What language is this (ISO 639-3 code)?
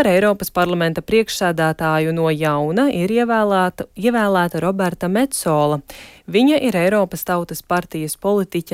lav